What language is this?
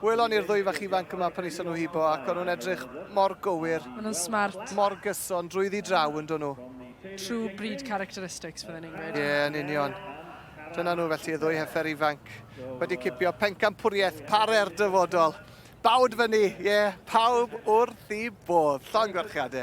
Welsh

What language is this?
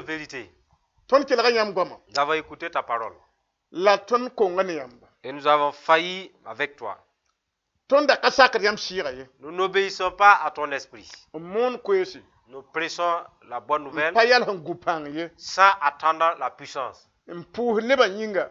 Mossi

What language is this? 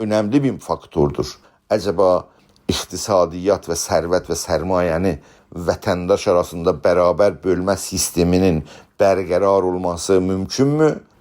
South Azerbaijani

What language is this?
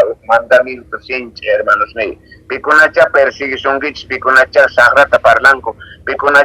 Quechua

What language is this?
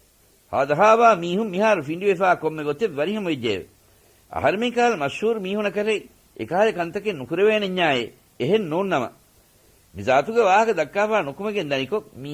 Divehi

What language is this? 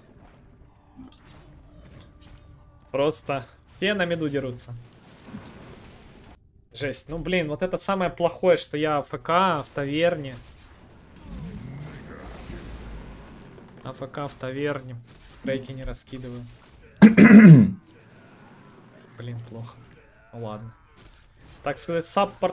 Russian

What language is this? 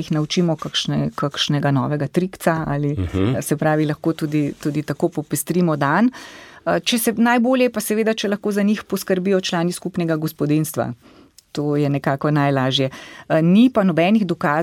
Slovenian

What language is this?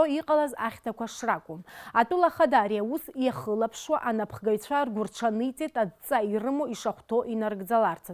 Abkhazian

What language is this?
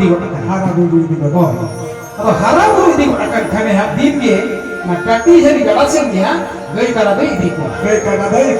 Santali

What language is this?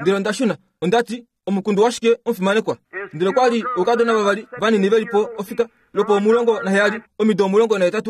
Kuanyama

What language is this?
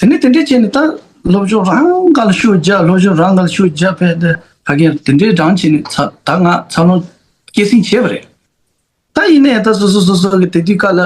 Tibetan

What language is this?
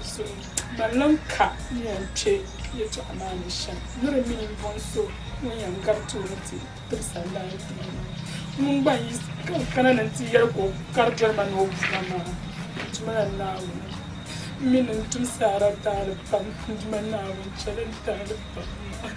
Dagbani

